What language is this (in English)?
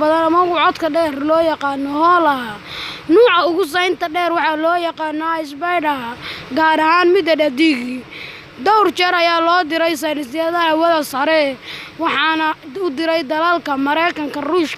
Somali